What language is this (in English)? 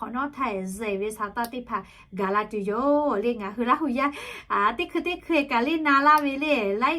Lahu